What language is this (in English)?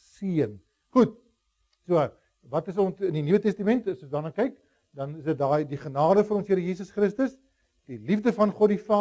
Afrikaans